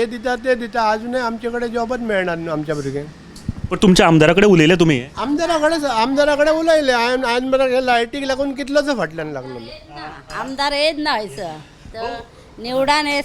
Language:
Konkani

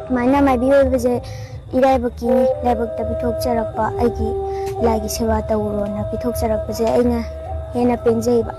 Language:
Manipuri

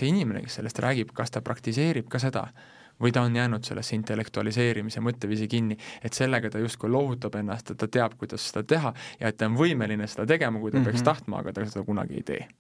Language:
Estonian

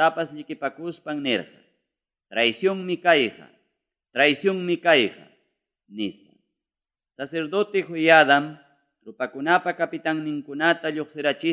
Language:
Ayacucho Quechua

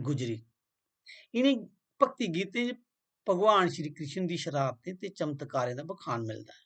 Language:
Dogri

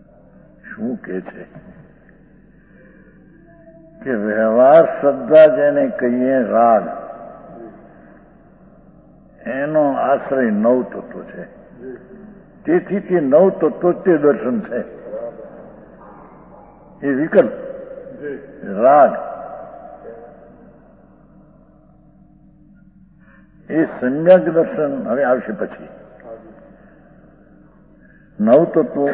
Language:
Gujarati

